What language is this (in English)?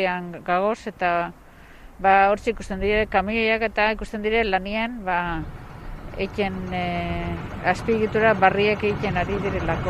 Basque